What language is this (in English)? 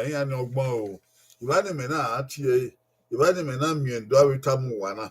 Bini